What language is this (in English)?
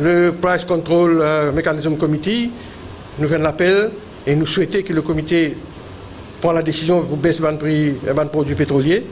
Morisyen